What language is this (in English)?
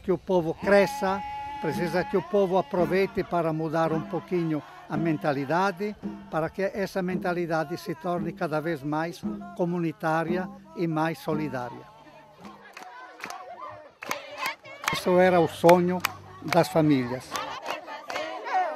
Portuguese